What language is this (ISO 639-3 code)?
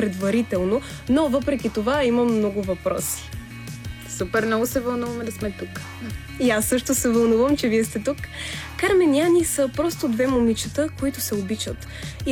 bul